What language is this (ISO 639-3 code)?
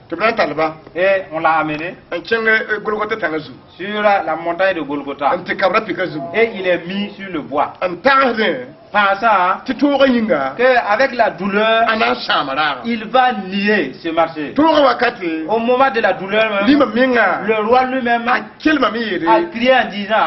mos